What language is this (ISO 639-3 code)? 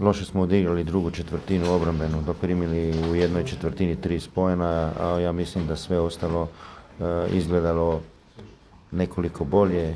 srp